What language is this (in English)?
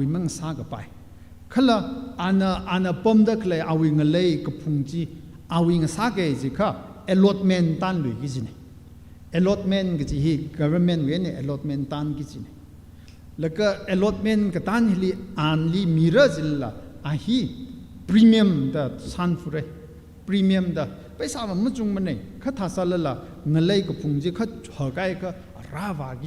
Tangkhul Naga (India)